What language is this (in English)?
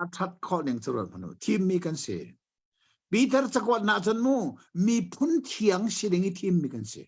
Hakha Chin